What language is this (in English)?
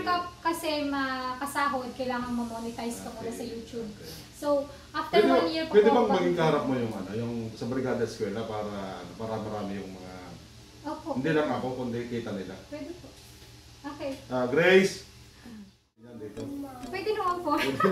Filipino